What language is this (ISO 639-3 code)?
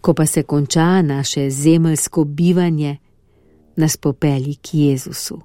slv